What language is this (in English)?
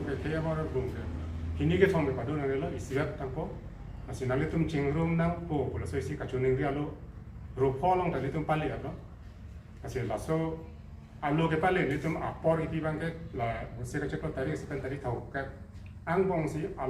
Karbi